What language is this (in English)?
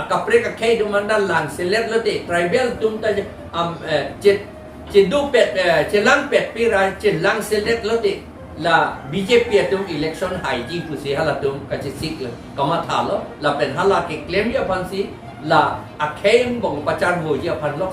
Karbi